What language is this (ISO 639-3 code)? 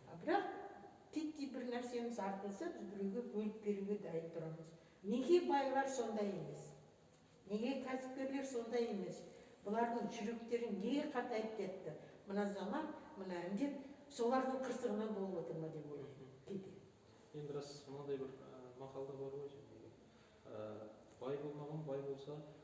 kaz